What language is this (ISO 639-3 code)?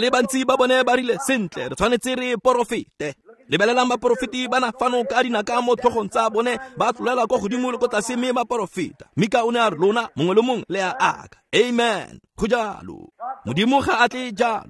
tsn